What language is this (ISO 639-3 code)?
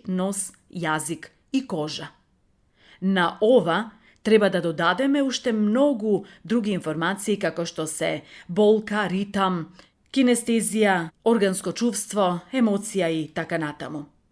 mkd